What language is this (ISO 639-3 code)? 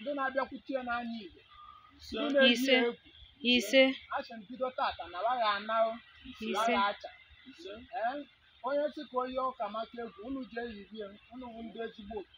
ibo